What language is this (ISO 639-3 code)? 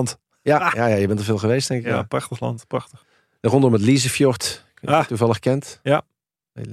nld